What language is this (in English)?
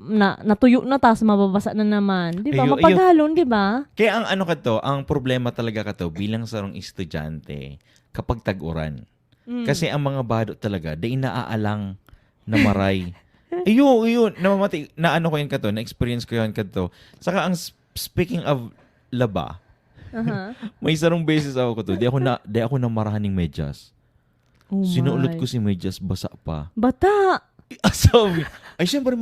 Bikol